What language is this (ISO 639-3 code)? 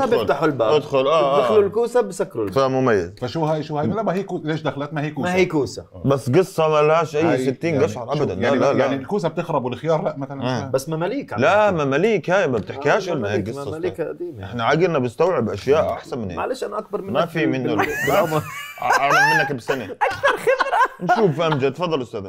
ajp